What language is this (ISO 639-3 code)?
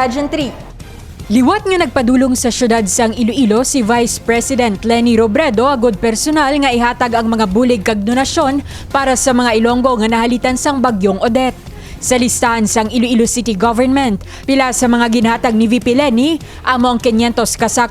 hil